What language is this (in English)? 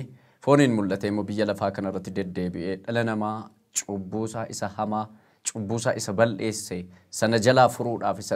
Oromo